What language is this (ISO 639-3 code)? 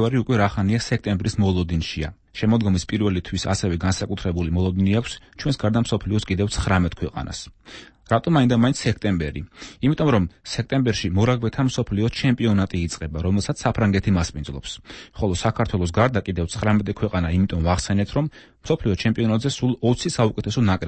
kat